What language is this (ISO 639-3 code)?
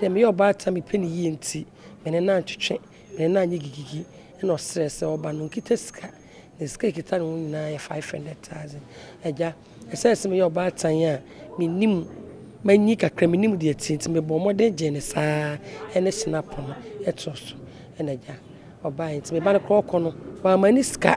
aka